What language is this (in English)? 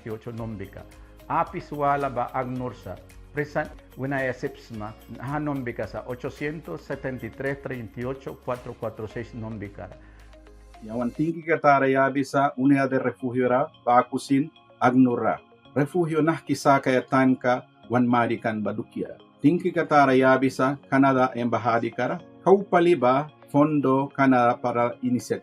Mískito